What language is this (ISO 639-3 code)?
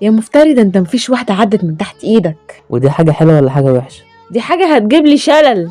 arz